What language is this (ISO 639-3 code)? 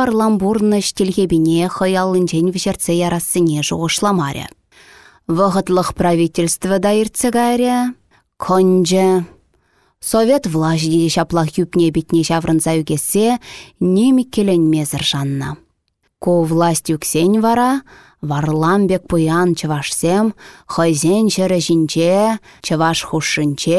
chv